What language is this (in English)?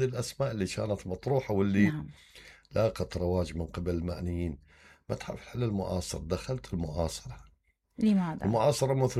Mesopotamian Arabic